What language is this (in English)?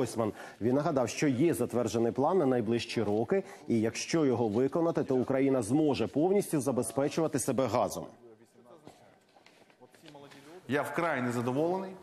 Ukrainian